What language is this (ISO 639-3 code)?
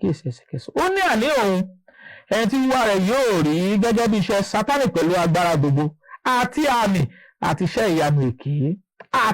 yor